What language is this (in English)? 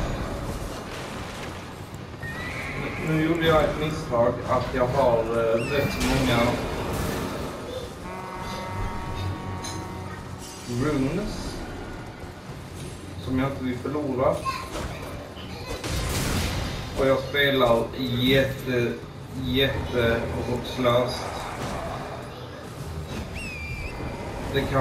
Swedish